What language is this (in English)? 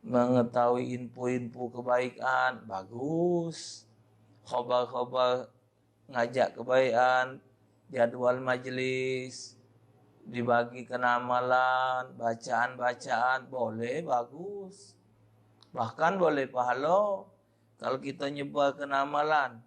Musi